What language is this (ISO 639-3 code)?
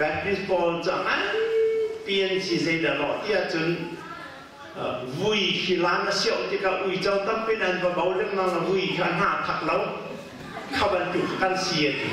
cnh